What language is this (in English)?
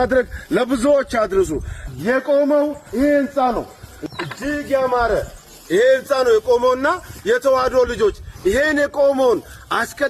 Amharic